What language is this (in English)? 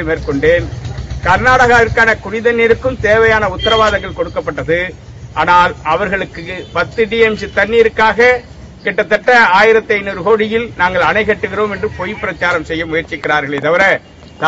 Tamil